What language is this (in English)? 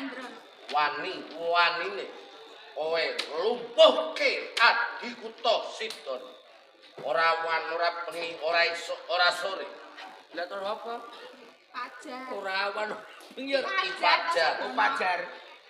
Javanese